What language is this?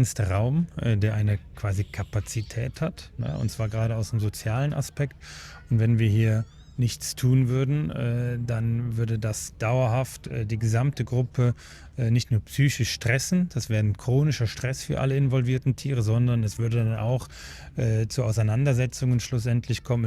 Swiss German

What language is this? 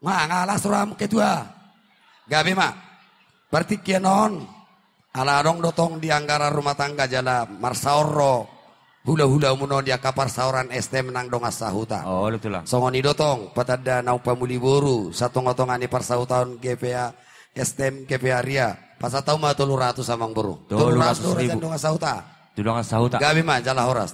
Batak Toba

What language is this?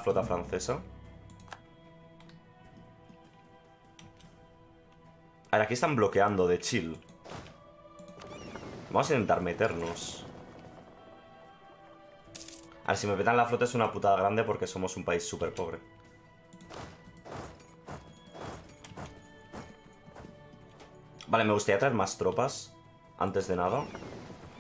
Spanish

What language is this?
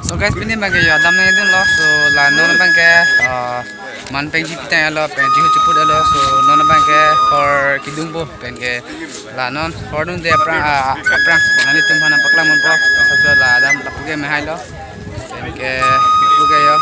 Karbi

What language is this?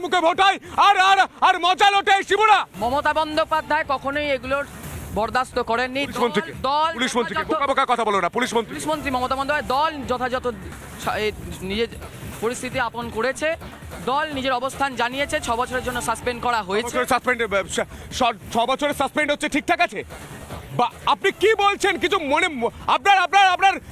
Bangla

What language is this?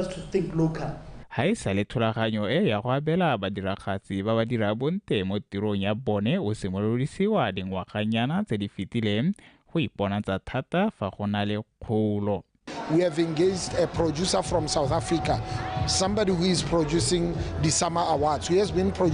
Tswana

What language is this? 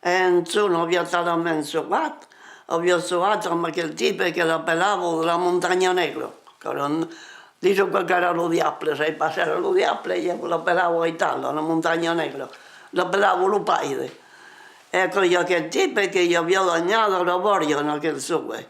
Occitan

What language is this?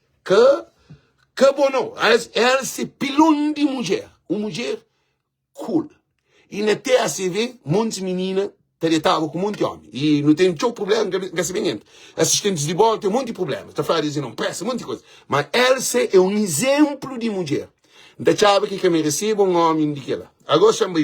Kabuverdianu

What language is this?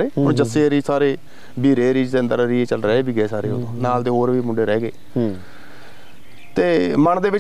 Punjabi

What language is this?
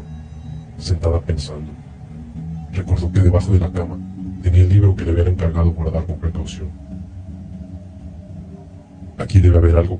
Spanish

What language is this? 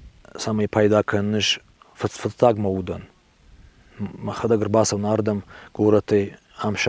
Ossetic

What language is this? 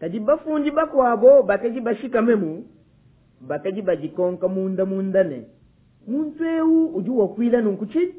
Luba-Lulua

